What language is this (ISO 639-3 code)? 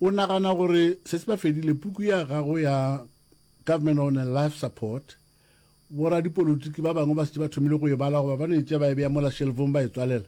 nso